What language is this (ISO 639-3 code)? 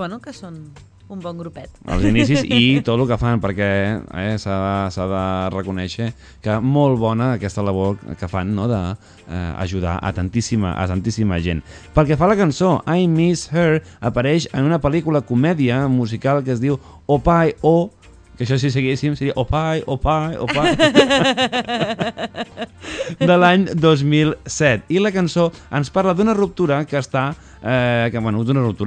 cat